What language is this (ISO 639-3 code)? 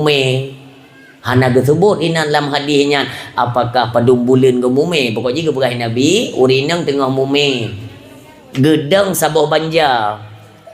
ace